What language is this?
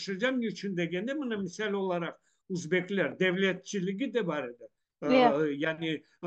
Crimean Tatar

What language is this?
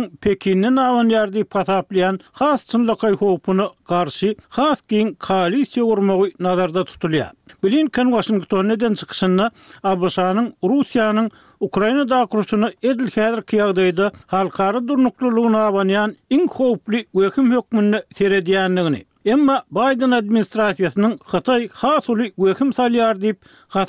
Turkmen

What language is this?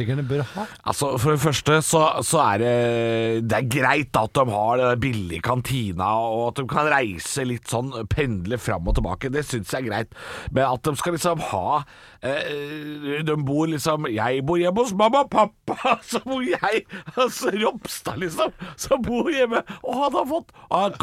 Norwegian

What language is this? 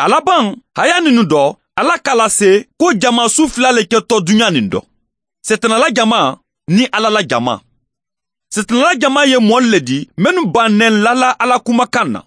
Mandingo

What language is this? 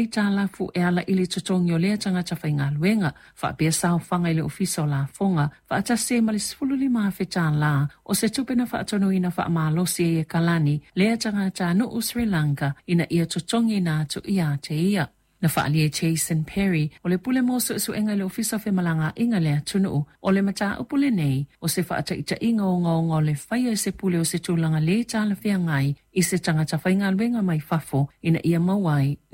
Samoan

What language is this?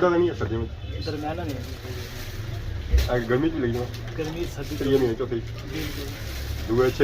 Pahari-Potwari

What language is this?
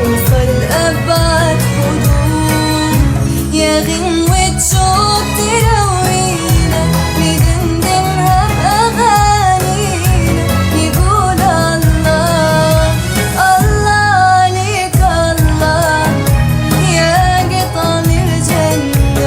North Levantine Arabic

